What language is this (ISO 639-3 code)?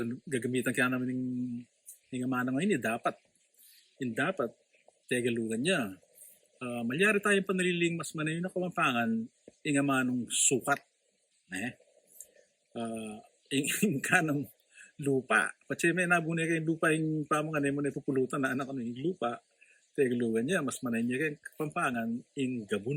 pam